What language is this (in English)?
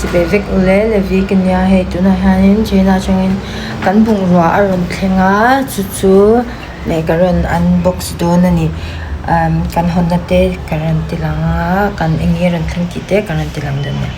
Mizo